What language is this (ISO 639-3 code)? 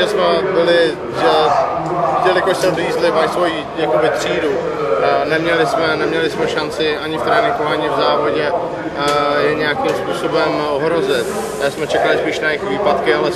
ces